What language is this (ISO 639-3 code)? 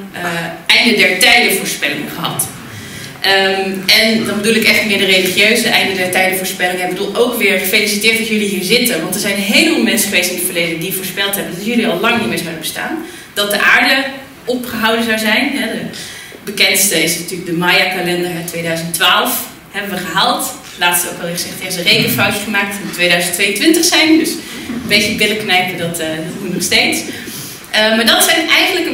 nld